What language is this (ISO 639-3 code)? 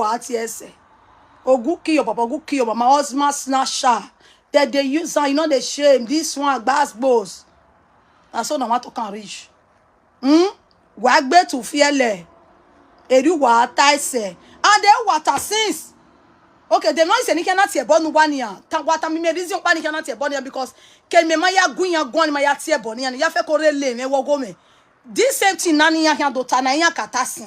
pcm